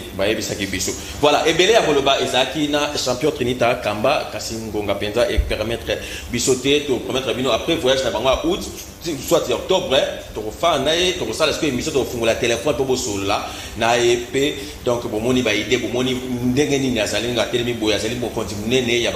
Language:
Lingala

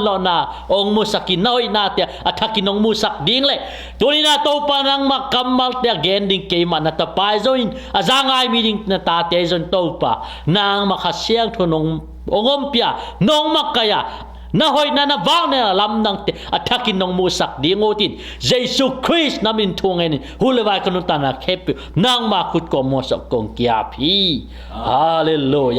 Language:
Tedim Chin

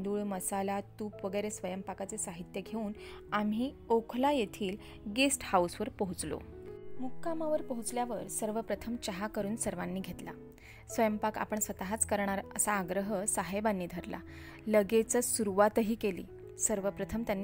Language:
Marathi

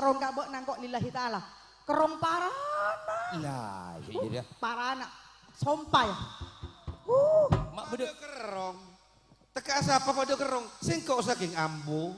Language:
Madurese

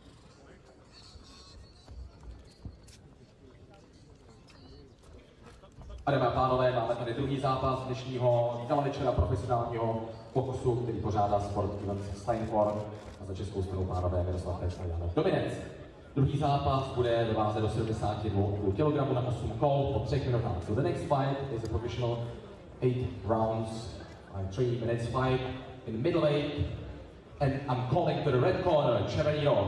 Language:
Czech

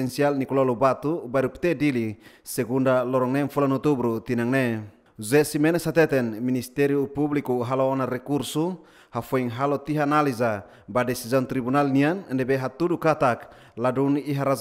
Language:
Tetum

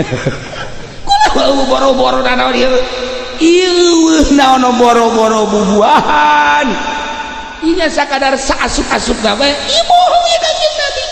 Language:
Sundanese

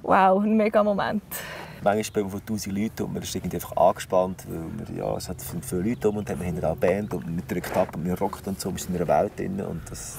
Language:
Swiss German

